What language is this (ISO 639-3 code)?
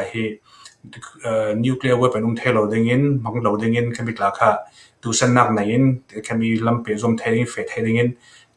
cfm